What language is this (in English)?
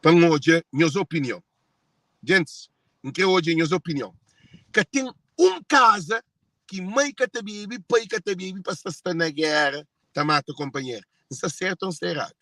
Kabuverdianu